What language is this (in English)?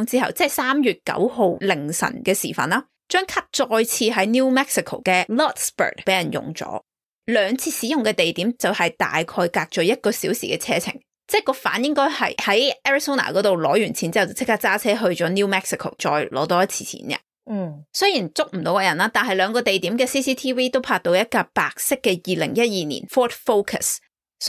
Cantonese